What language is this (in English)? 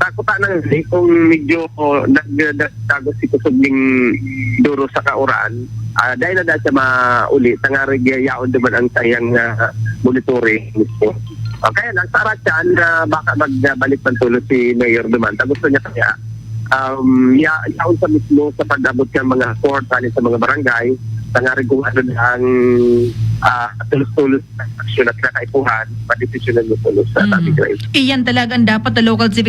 Bikol